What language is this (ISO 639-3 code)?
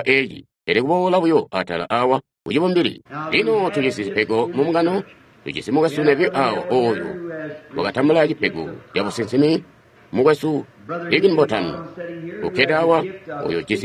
toi